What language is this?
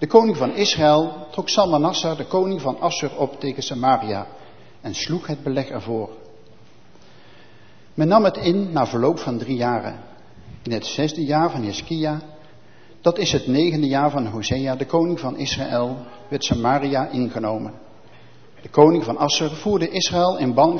Dutch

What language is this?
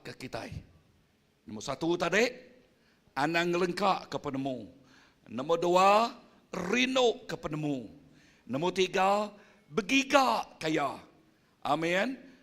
Iban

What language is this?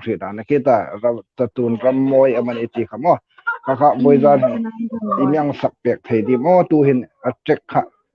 Hmar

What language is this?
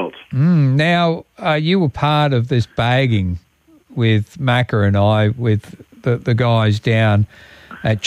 English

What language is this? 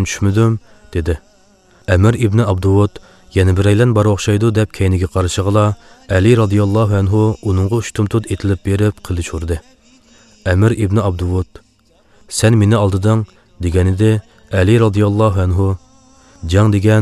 Uyghur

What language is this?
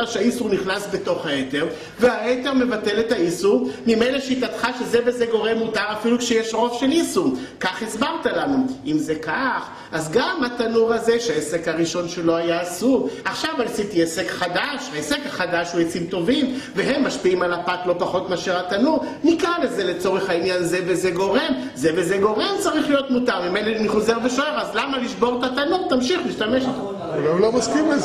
Hebrew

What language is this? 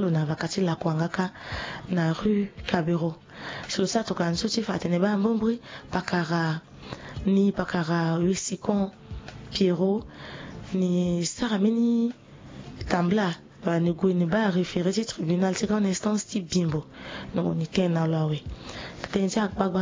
Sango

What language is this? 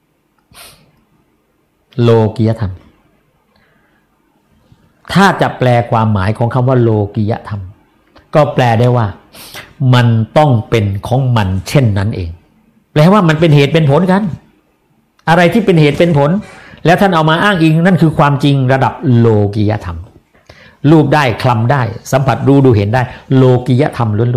Thai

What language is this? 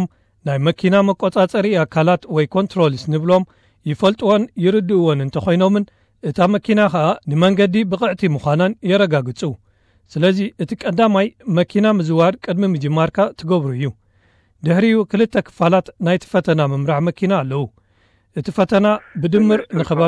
Tigrinya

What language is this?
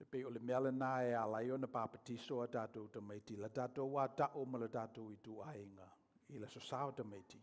Samoan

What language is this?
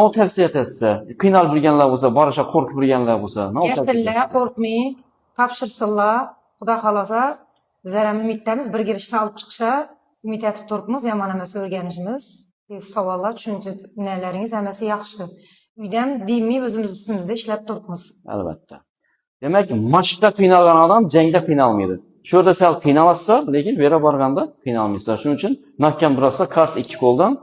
Uzbek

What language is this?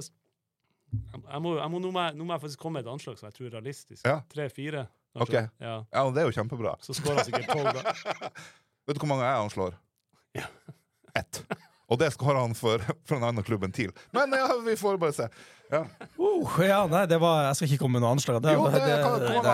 Norwegian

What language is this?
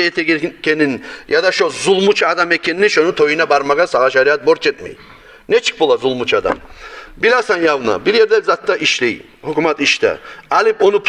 Kumyk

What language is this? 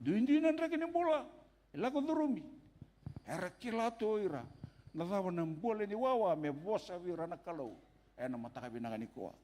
Fijian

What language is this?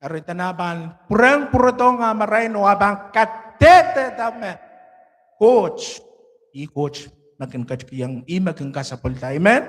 Pohnpeian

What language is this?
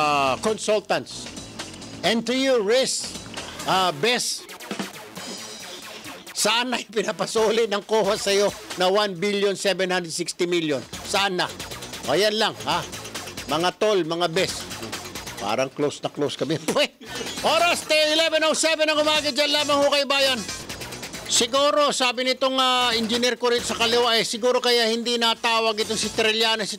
Filipino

